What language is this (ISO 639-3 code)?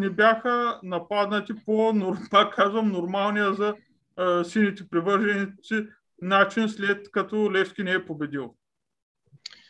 bul